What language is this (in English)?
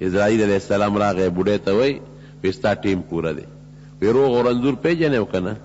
Pashto